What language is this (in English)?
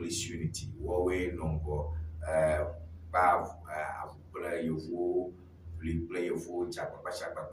Ewe